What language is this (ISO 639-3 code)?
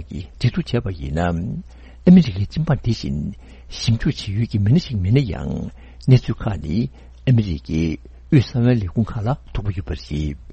bod